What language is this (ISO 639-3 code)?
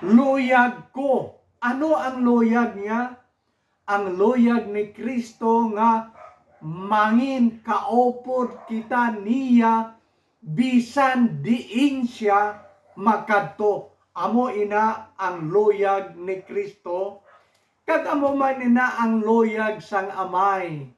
hil